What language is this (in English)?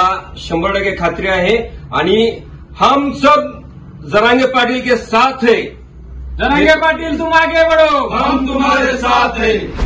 Marathi